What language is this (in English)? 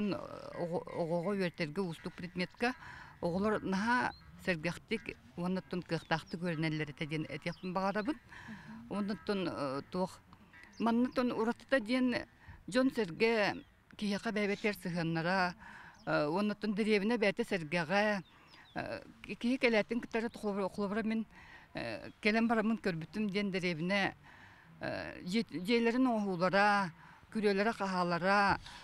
Yakut